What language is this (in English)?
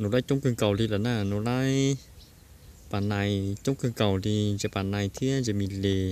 Hmong